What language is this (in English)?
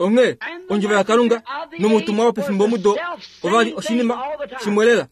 Kuanyama